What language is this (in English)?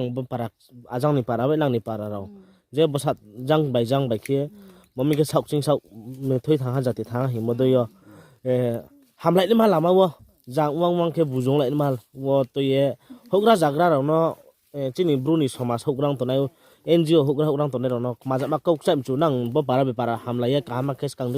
Riang (India)